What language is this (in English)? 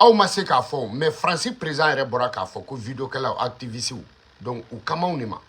Bambara